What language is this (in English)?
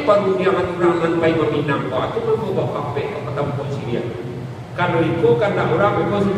Minangkabau